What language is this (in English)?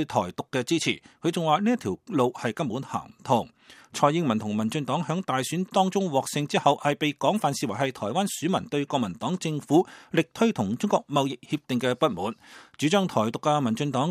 Cantonese